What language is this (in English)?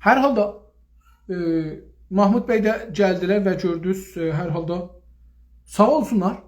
South Azerbaijani